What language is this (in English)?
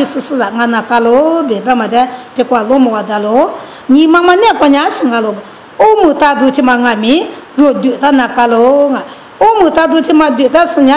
Lisu